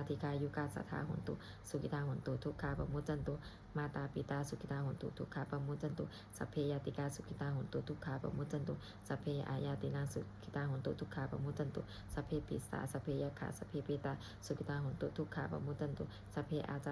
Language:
Pali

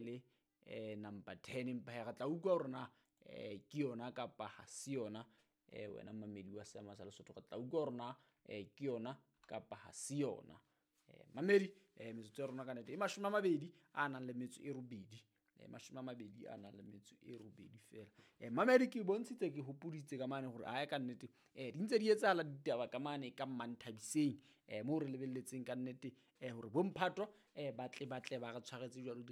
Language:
Southern Sotho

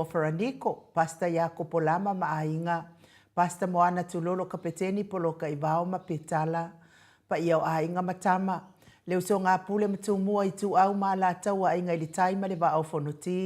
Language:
Samoan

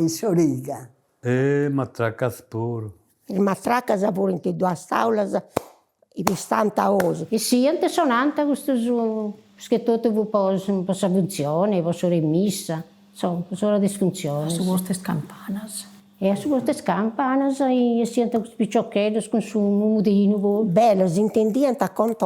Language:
Sardinian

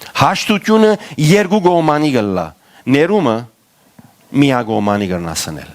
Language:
Western Armenian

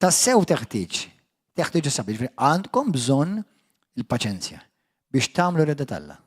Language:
Maltese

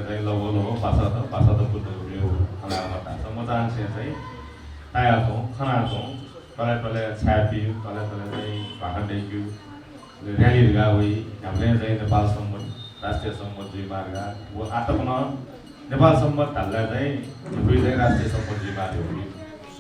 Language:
Newari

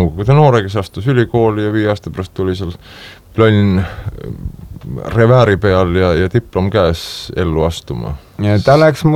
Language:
Estonian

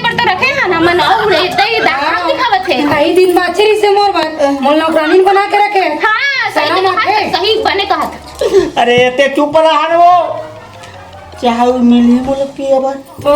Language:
Chhattisgarhi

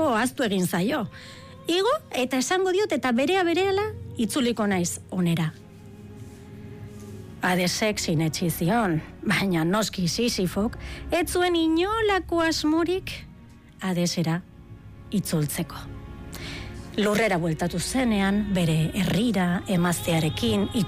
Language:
Basque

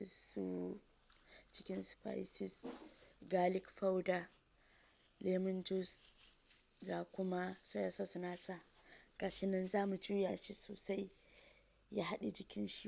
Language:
Hausa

